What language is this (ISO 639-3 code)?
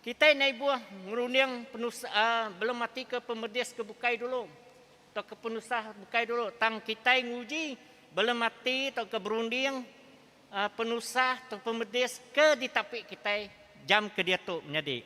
iba